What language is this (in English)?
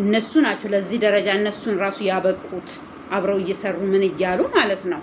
Amharic